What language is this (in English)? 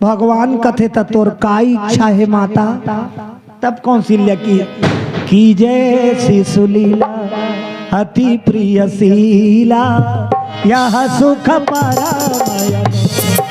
Chhattisgarhi